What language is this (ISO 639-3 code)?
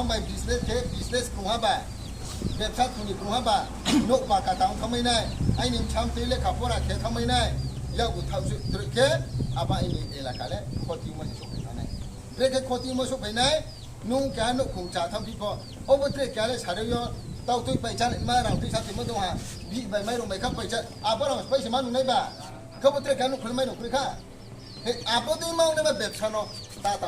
ria